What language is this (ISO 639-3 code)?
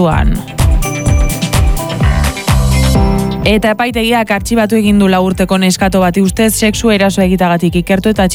eus